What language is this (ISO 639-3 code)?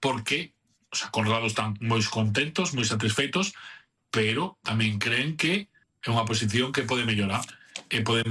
glg